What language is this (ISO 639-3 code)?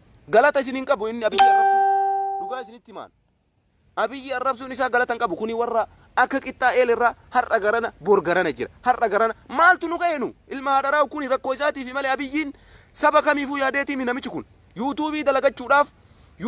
orm